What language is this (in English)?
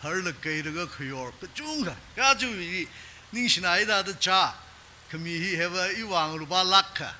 Tangkhul Naga (India)